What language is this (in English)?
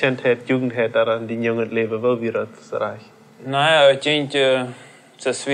Plautdietsch